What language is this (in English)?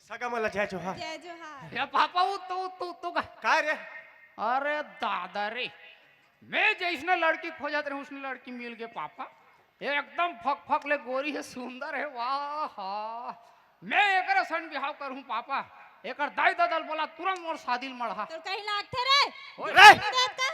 Chhattisgarhi